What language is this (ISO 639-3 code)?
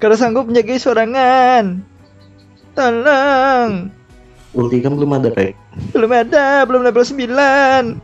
bjn